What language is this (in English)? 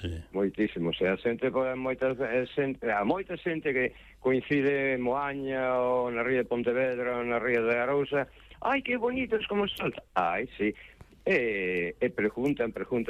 Galician